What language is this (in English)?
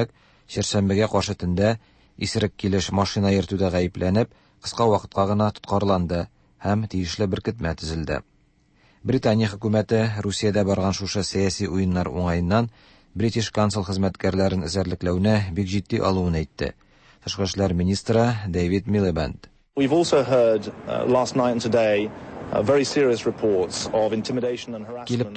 Tatar